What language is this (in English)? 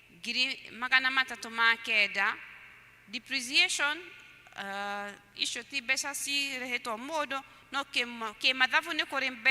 Kikuyu